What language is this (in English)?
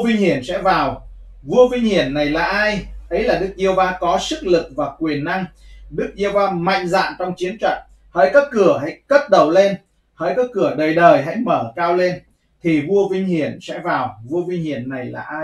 Vietnamese